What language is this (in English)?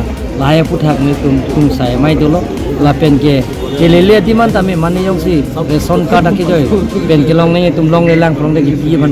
Karbi